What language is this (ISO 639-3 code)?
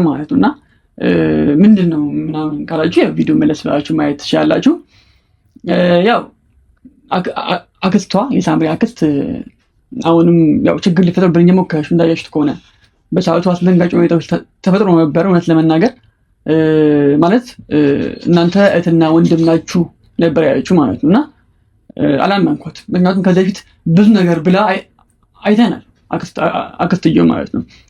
amh